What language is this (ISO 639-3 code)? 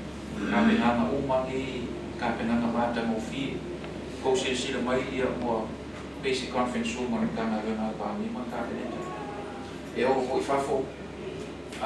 smo